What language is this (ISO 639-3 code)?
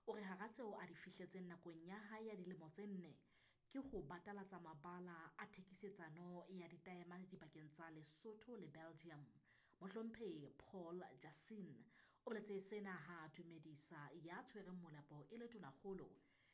sot